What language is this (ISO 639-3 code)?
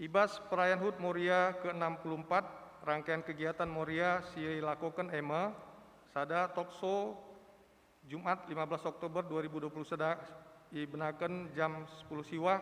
btx